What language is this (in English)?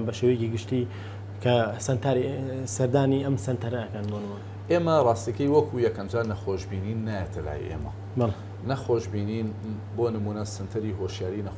Central Kurdish